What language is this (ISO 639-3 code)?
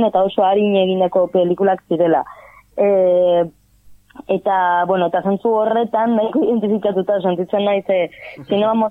eus